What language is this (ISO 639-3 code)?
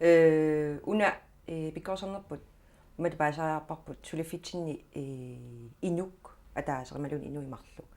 kal